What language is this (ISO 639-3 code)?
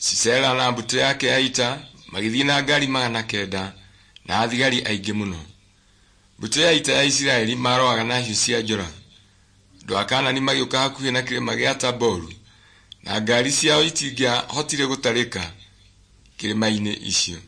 kik